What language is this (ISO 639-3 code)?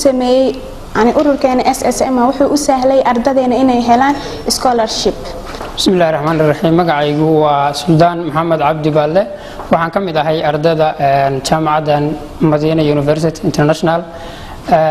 som